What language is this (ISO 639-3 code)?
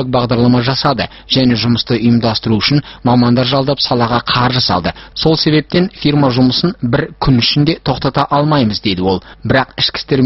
kaz